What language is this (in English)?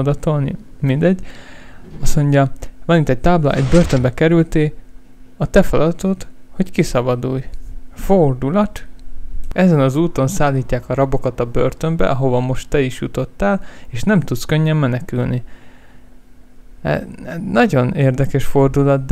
Hungarian